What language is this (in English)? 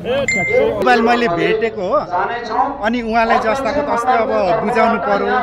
Nepali